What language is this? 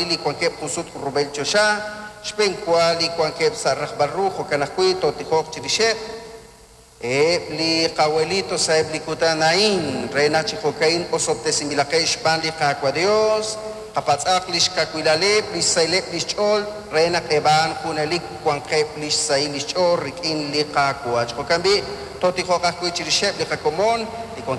Kekchí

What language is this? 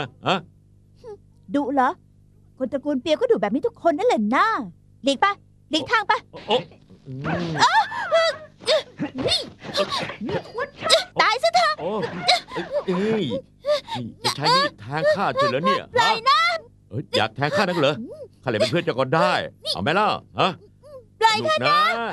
Thai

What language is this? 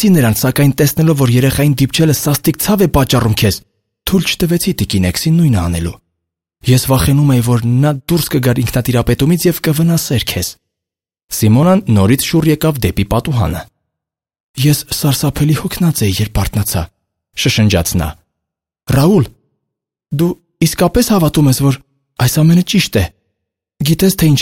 Armenian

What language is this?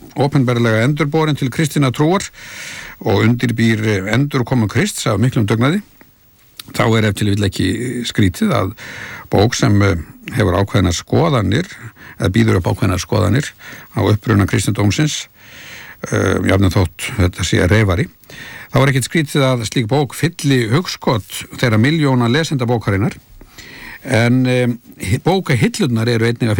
Icelandic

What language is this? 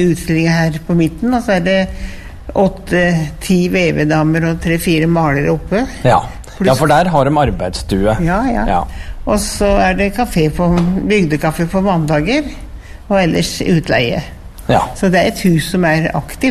Norwegian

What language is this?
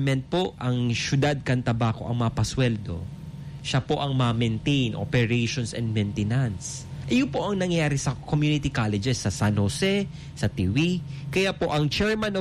Bikol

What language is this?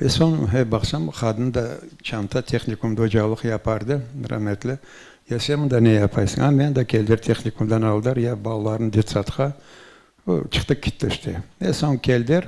Crimean Tatar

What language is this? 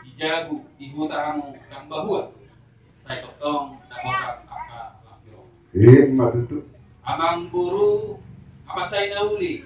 Batak Toba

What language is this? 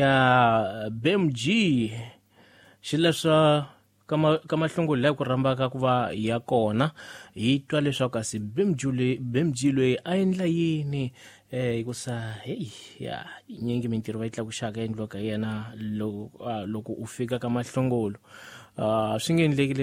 Tsonga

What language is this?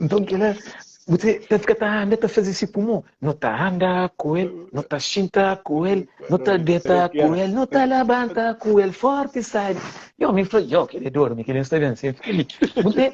Kabuverdianu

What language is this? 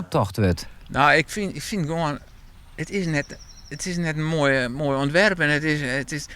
Western Frisian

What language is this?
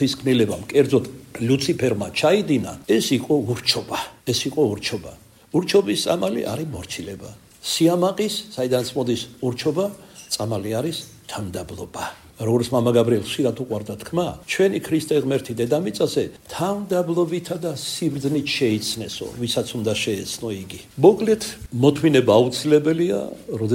Georgian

